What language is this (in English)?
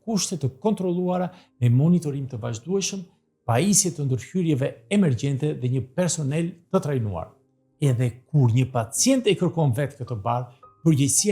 Albanian